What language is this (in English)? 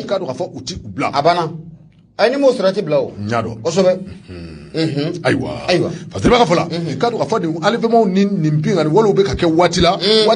Bambara